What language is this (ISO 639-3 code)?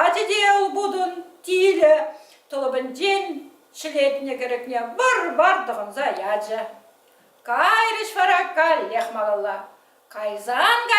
chv